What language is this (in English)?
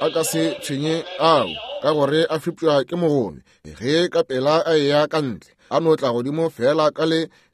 Northern Sotho